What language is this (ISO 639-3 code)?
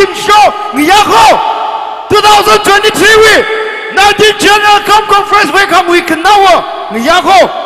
nmf